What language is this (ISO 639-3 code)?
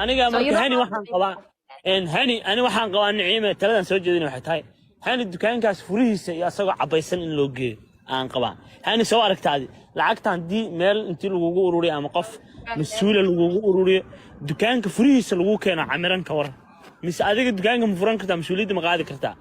som